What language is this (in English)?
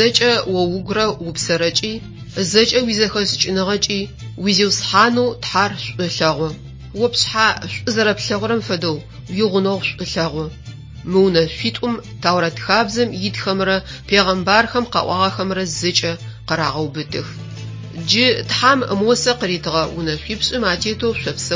Adyghe